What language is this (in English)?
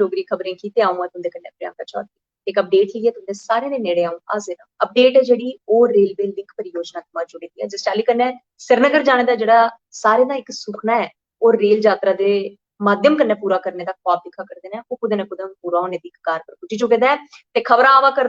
Dogri